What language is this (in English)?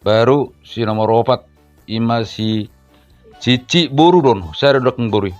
Batak Toba